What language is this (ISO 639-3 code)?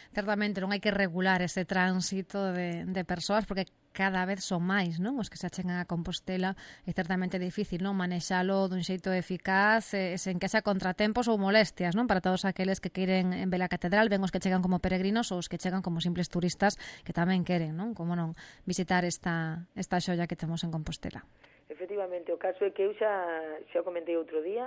glg